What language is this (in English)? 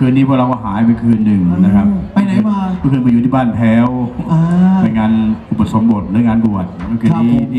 Thai